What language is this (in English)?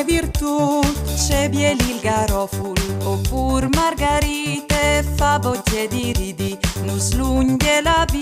Friulian